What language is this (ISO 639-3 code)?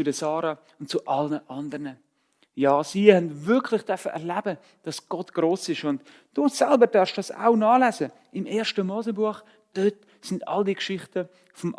gsw